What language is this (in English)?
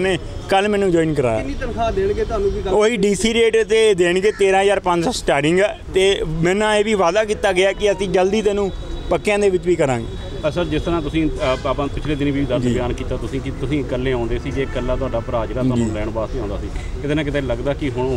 Punjabi